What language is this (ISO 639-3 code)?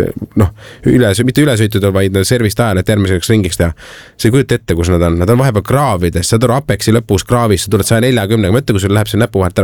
est